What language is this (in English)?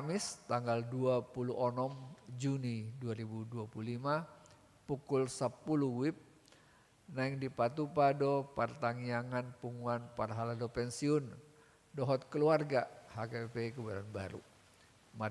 Batak Toba